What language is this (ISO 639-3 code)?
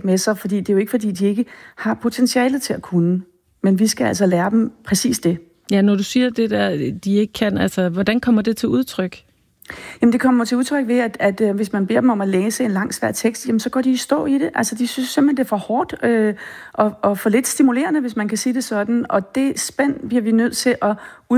dan